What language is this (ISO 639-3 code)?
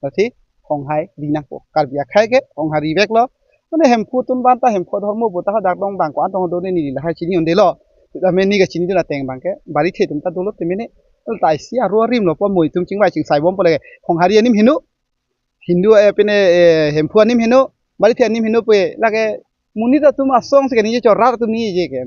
mjw